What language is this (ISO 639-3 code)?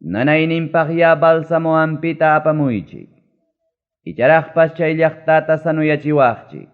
quy